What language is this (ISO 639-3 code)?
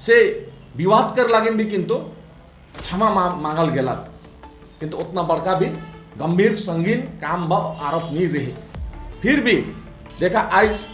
sck